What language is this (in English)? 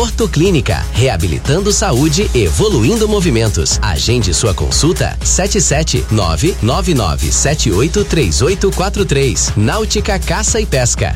Portuguese